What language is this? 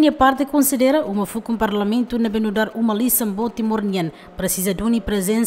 Tetum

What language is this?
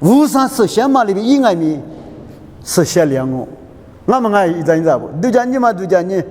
Lisu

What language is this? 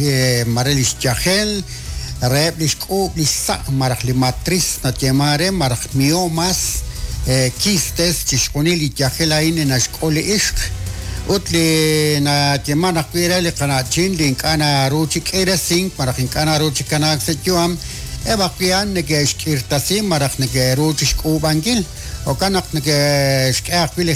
Kekchí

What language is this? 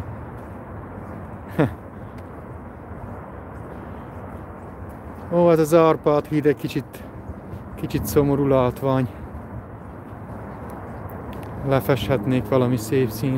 Hungarian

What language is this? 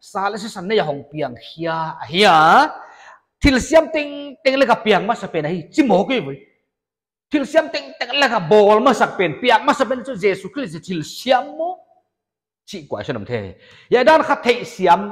Paite Chin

